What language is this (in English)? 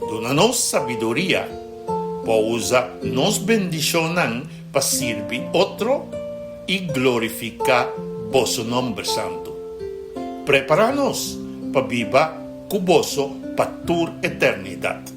Papiamento